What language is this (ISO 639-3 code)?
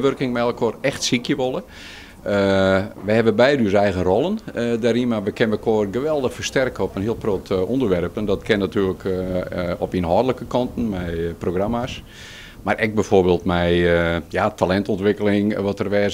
fry